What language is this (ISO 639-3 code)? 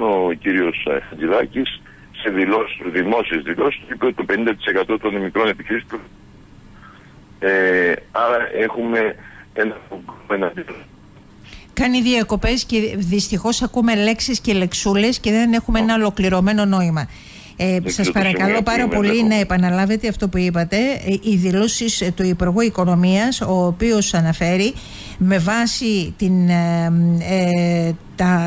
ell